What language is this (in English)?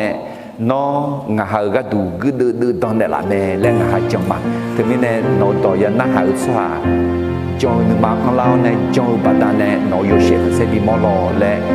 Akha